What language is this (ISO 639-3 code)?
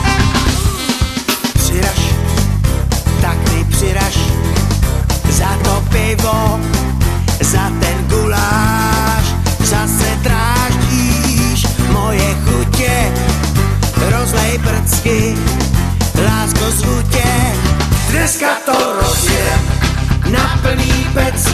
ces